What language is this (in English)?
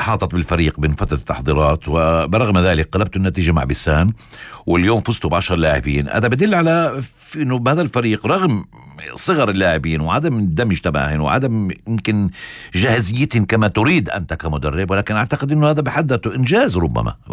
North Levantine Arabic